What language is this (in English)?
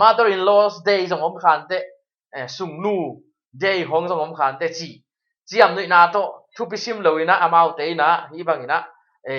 Tedim Chin